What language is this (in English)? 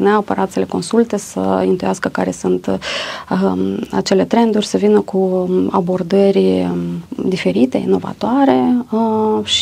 Romanian